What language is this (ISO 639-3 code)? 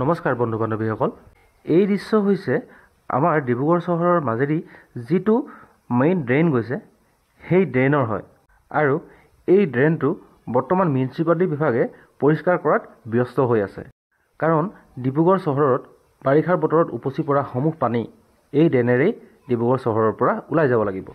asm